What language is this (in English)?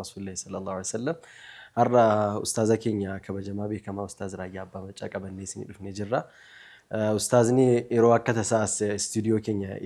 Oromo